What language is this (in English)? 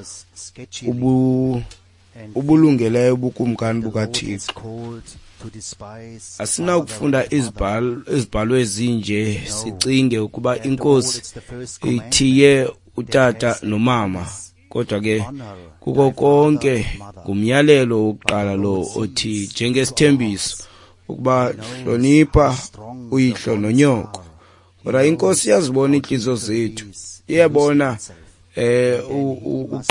Xhosa